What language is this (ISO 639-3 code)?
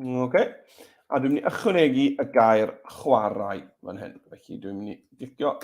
cym